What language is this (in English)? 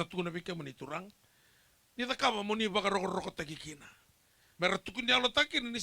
Fijian